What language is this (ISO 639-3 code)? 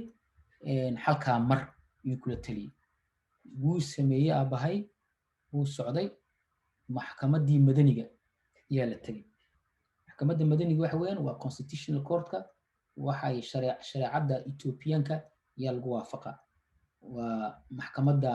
som